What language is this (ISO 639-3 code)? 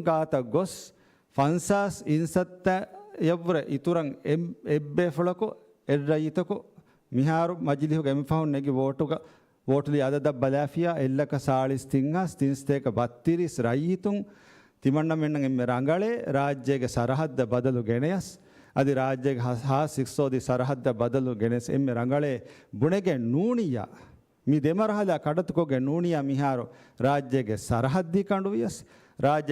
div